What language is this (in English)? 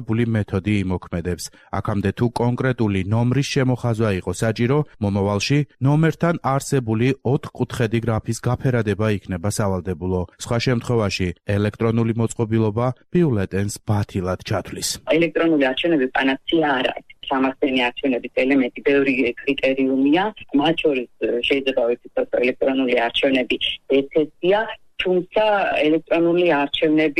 Georgian